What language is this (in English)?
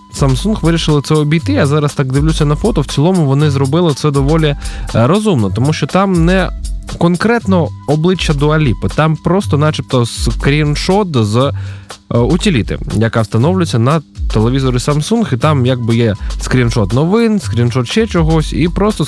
Ukrainian